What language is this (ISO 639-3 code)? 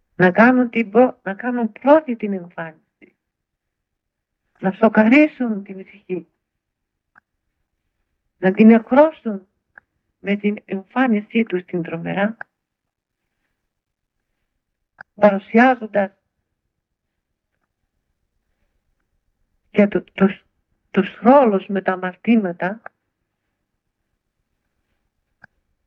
ell